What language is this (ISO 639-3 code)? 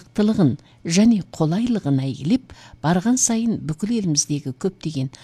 kaz